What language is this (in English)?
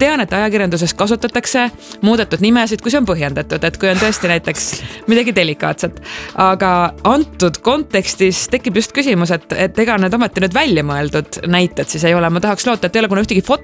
Estonian